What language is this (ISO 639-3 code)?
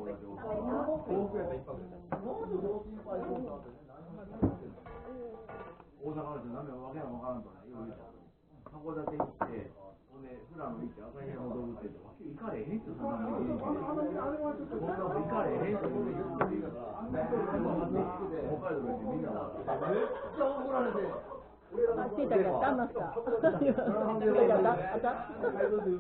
jpn